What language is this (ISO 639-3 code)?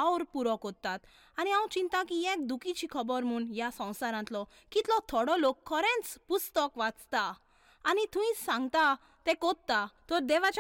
kok